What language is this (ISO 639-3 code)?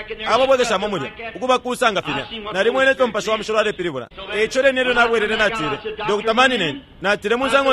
bem